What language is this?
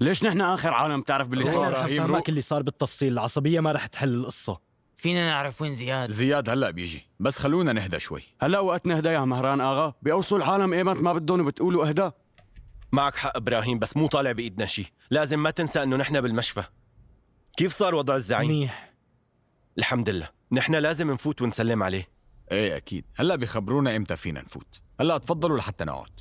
North Levantine Arabic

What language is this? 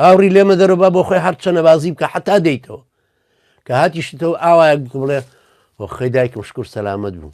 Central Kurdish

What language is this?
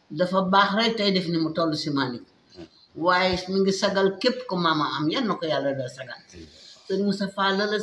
Wolof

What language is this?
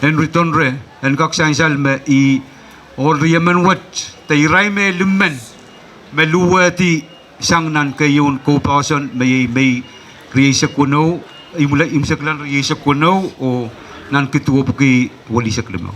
Pohnpeian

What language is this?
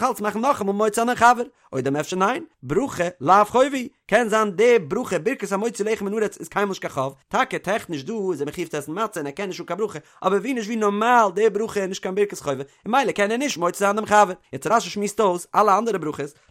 Yiddish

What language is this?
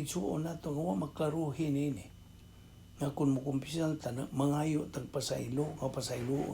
Cebuano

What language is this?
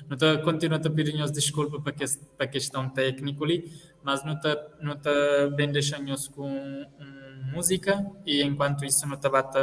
Kabuverdianu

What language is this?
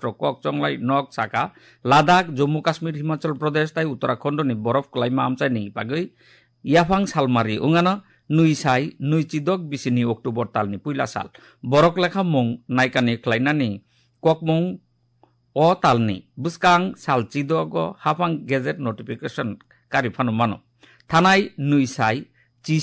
Kok Borok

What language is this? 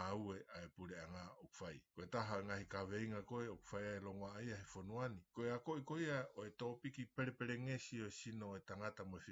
Tongan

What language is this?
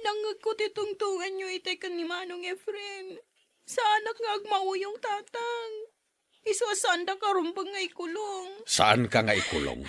Iloko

